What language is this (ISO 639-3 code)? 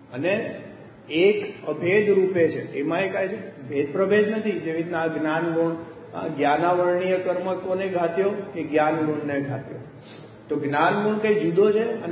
guj